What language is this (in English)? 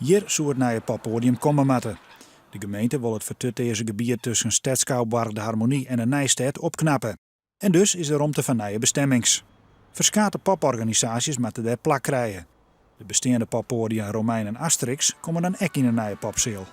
Western Frisian